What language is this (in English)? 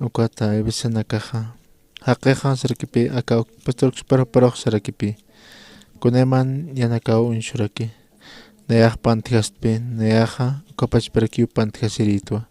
Aymara